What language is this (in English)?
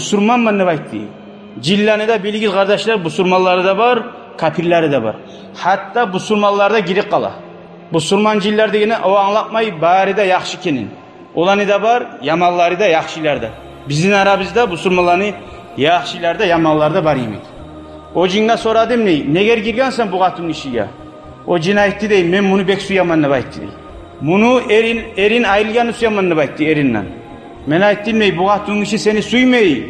Kumyk